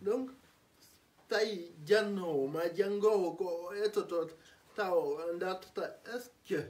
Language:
Fula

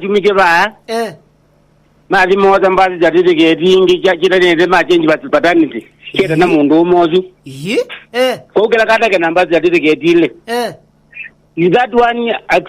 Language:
Kamba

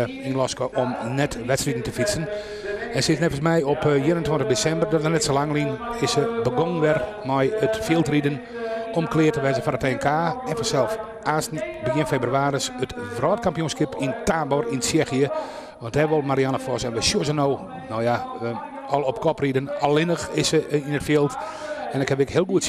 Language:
Western Frisian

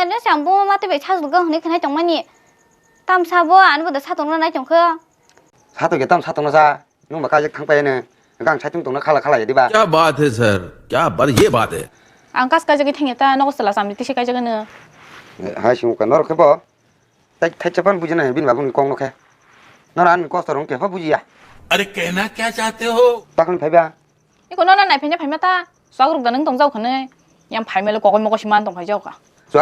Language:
Kok Borok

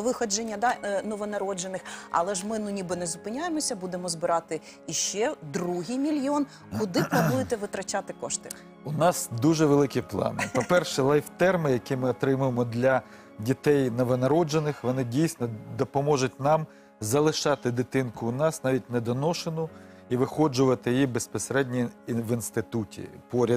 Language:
Ukrainian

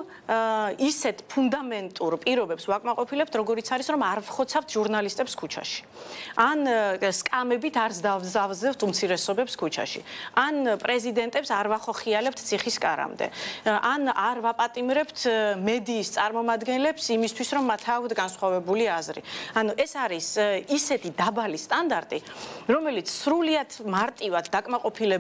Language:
Georgian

